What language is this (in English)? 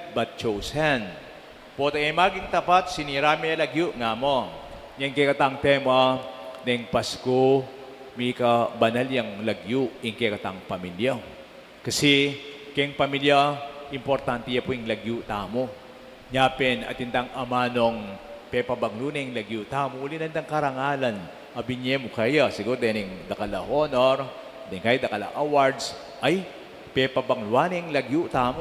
Pampanga